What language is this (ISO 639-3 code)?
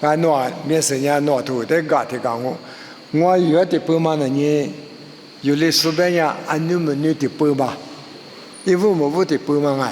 lis